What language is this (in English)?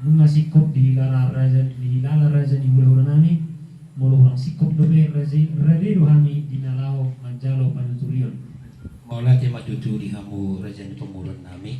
Batak Toba